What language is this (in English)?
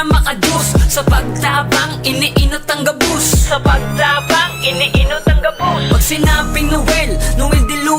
Bikol